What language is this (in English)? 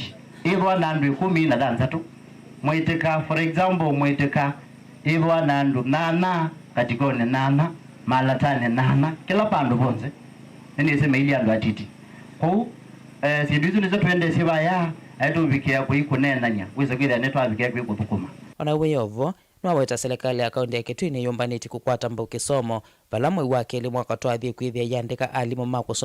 Kamba